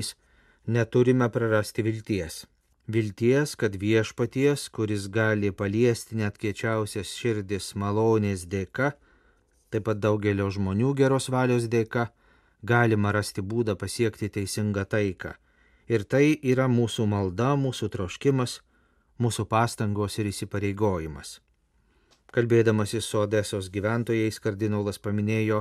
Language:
Lithuanian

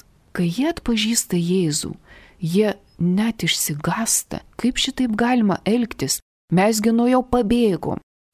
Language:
Lithuanian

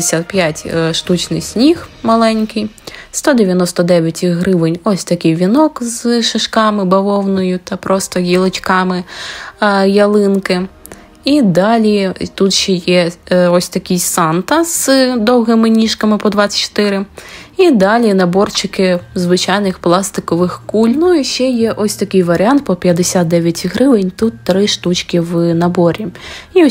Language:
Ukrainian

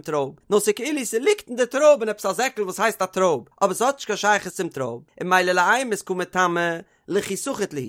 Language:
Yiddish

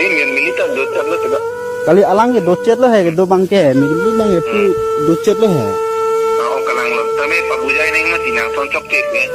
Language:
Karbi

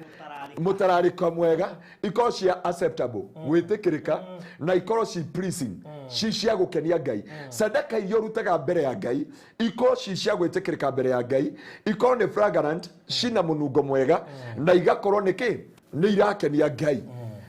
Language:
Kikuyu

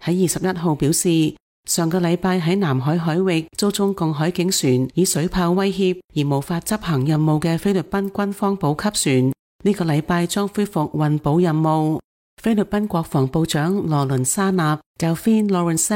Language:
Cantonese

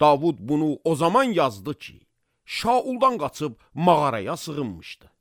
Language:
Azerbaijani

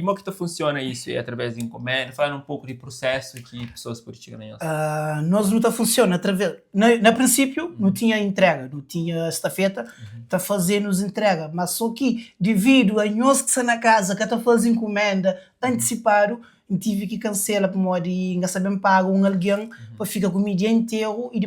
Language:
Kabuverdianu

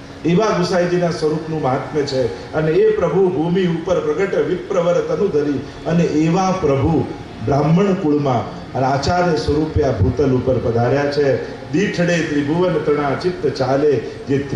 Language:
Gujarati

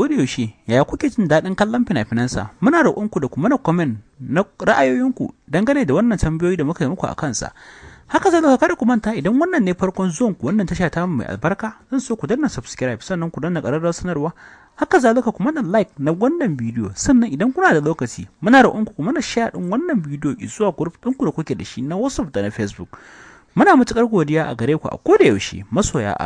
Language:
Hausa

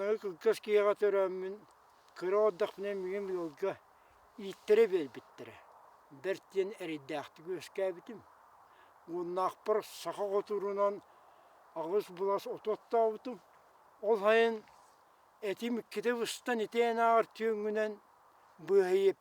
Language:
Yakut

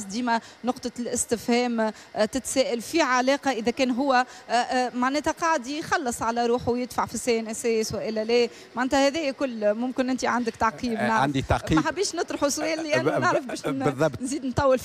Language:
Tunisian Arabic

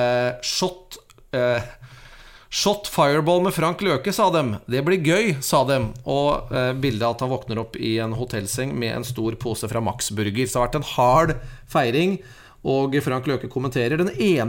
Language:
Norwegian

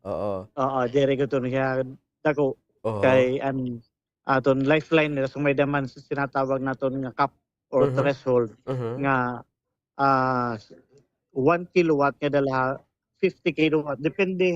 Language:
Waray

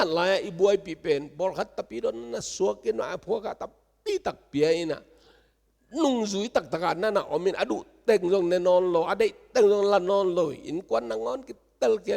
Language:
Tedim Chin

